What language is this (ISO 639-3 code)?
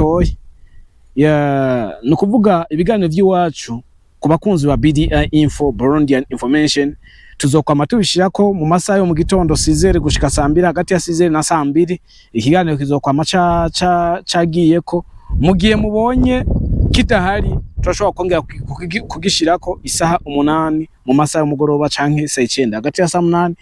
run